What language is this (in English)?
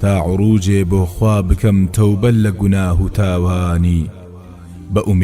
Central Kurdish